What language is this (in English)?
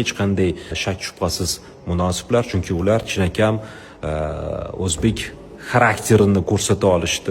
Uzbek